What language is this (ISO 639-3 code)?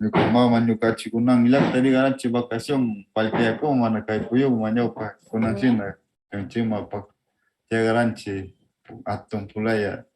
qvz